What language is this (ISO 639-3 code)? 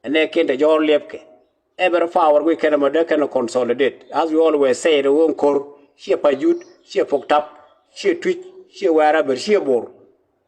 nus